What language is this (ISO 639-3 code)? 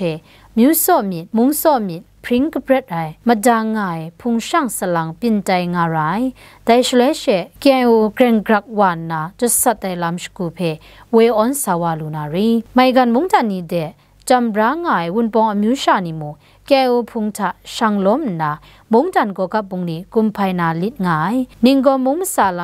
kac